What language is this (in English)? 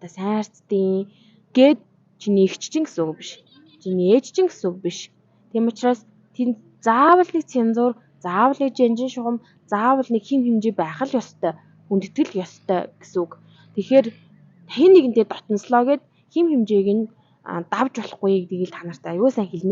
Mongolian